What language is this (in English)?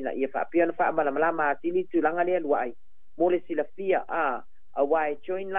Samoan